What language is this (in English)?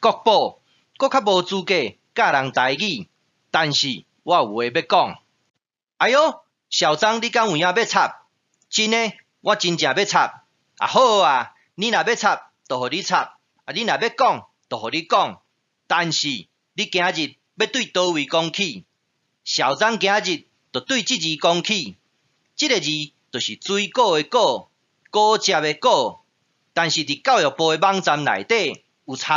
Min Nan Chinese